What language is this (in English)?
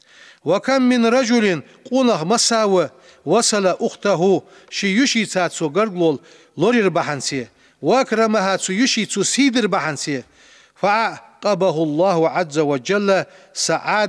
Ingush